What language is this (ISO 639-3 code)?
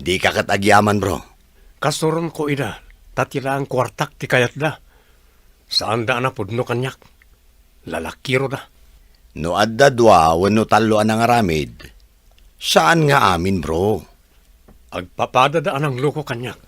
ilo